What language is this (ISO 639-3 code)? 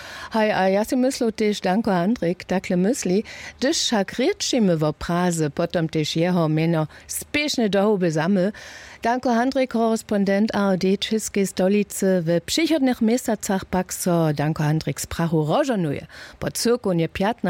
hsb